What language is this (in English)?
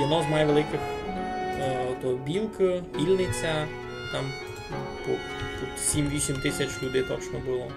Rusyn